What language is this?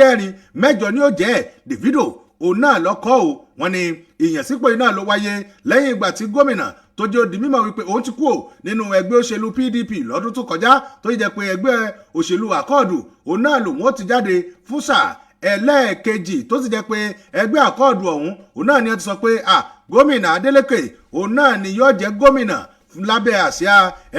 Yoruba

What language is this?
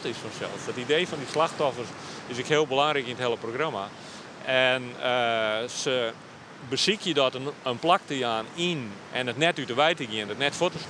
Western Frisian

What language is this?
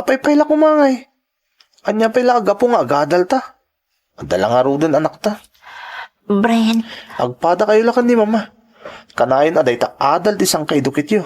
Iloko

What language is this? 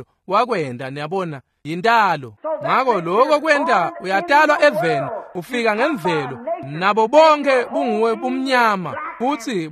Swati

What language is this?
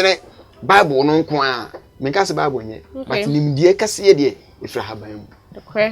Akan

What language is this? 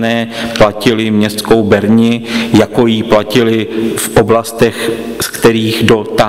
Czech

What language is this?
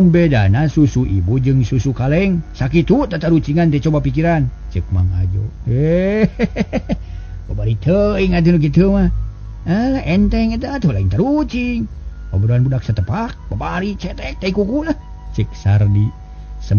Sundanese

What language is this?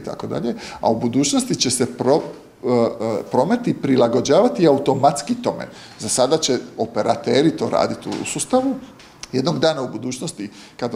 Croatian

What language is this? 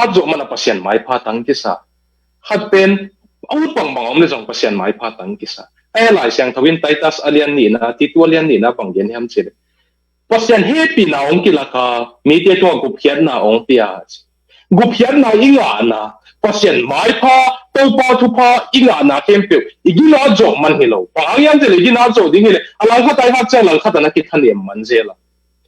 Tedim Chin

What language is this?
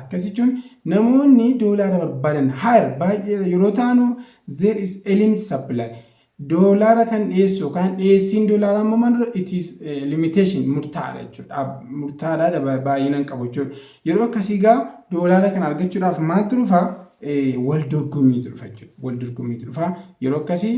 Oromo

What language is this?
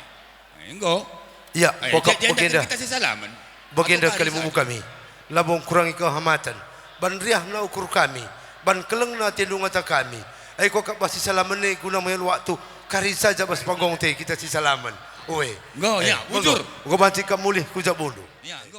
Batak Karo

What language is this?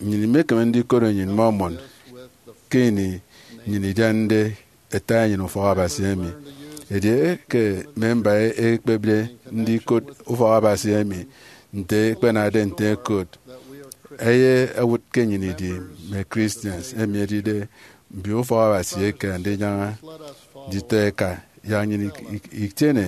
Efik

